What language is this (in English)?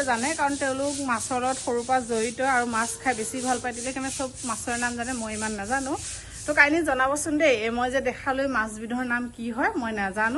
Assamese